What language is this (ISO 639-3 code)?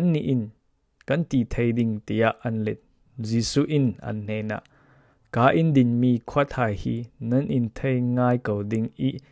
cfm